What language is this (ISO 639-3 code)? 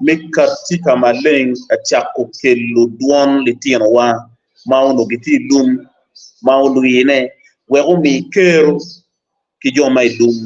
ach